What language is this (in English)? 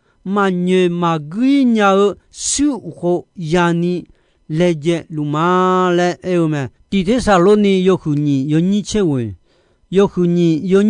Akha